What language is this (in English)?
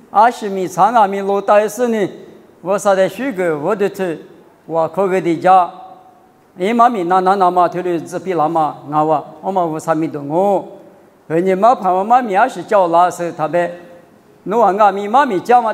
Lisu